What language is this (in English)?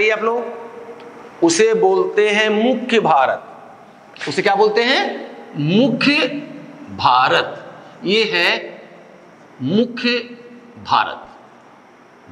Hindi